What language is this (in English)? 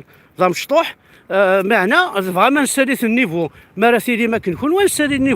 Kabyle